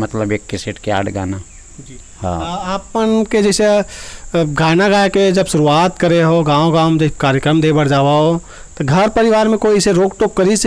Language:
Chhattisgarhi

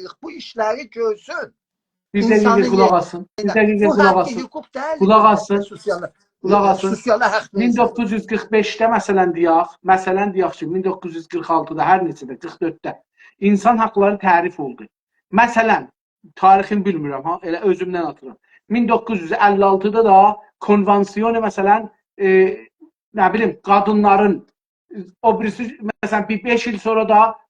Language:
South Azerbaijani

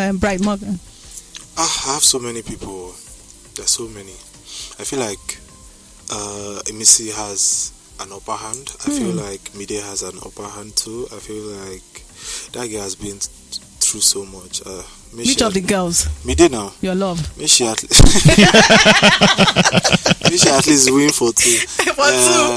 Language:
Nigerian Pidgin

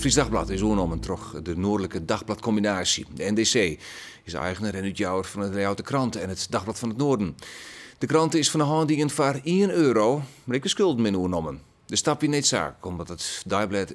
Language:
Western Frisian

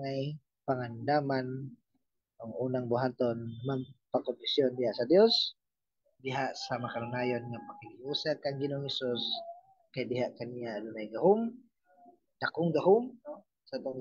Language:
Cebuano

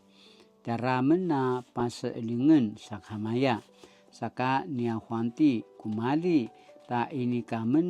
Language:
Paiwan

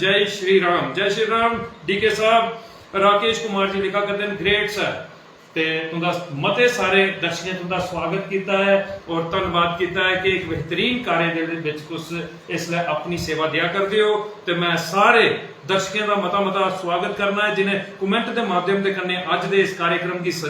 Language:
Dogri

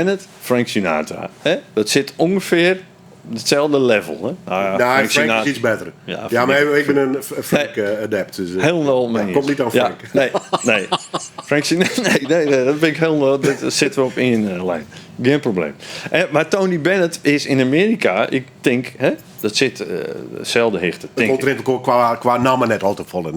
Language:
Western Frisian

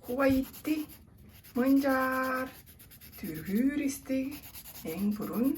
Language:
Tuvinian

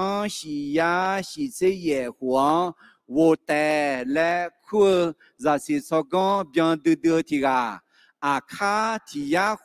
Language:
Akha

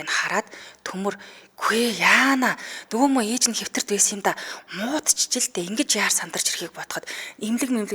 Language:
Mongolian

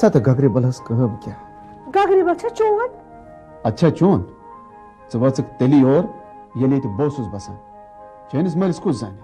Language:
Kashmiri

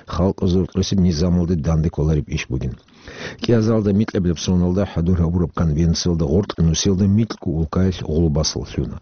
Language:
Avaric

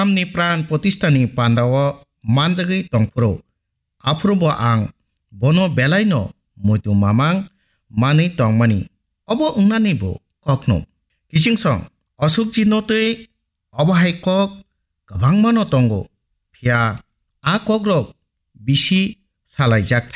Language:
Kok Borok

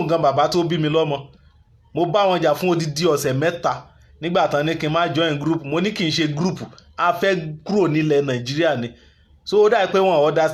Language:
Yoruba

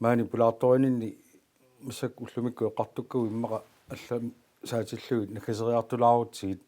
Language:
Kalaallisut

